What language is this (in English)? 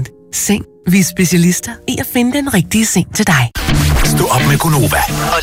Danish